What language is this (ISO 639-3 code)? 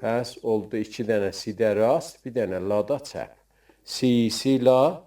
azb